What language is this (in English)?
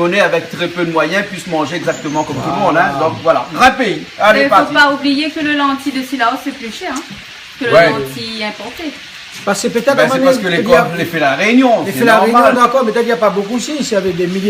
Réunion Creole French